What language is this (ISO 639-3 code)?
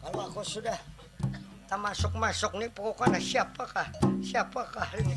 bjn